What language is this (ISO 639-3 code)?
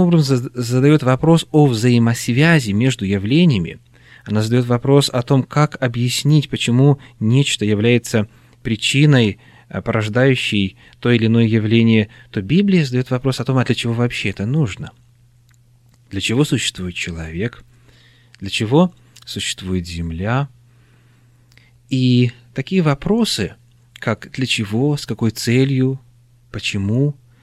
rus